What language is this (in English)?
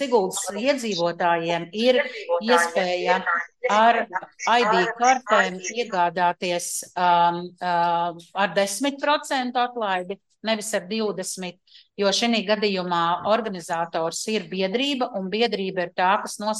Latvian